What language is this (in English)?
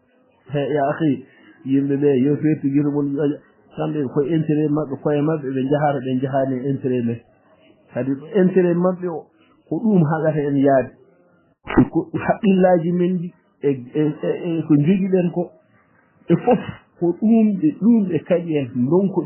Fula